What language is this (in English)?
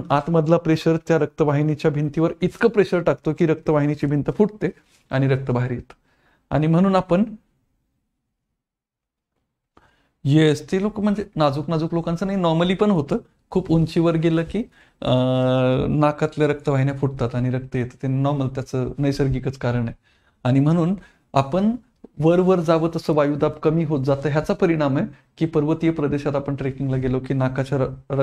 Marathi